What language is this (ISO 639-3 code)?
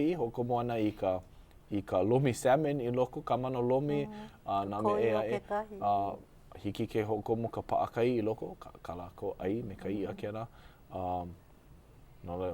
haw